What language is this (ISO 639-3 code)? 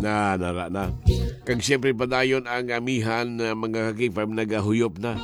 hil